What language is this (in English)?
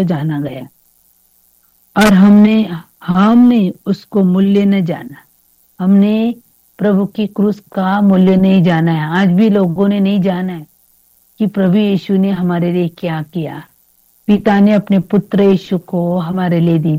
Hindi